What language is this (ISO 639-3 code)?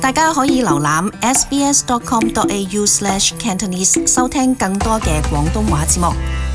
yue